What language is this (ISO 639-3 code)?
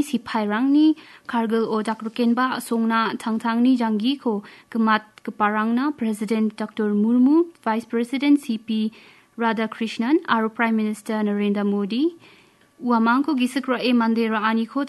grt